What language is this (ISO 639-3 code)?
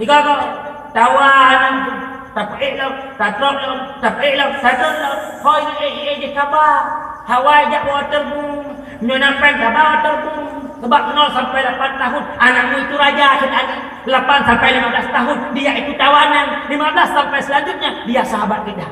ace